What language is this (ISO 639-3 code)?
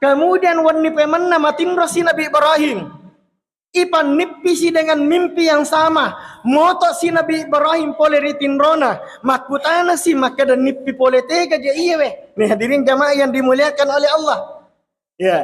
bug